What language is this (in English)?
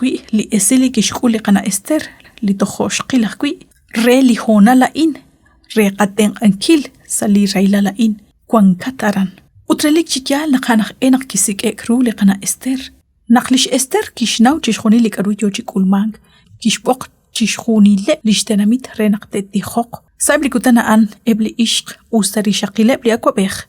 Kekchí